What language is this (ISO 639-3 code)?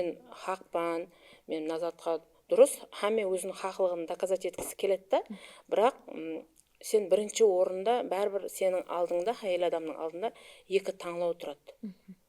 kaa